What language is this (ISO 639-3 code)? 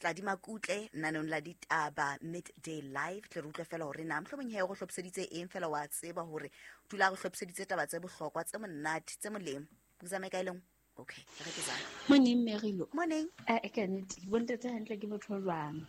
sot